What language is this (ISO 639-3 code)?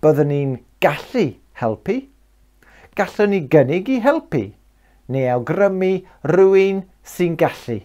cym